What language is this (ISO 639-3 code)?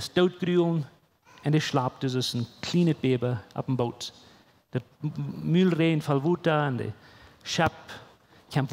pdt